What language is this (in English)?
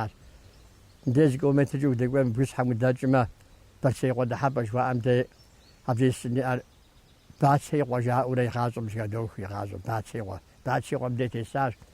Kabardian